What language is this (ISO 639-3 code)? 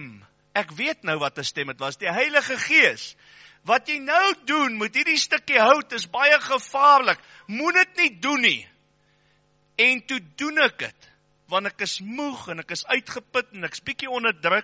afr